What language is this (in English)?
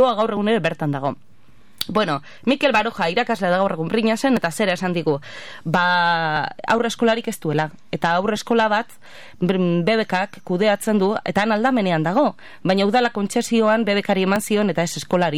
Basque